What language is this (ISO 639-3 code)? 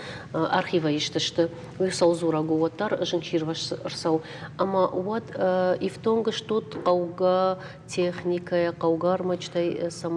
oss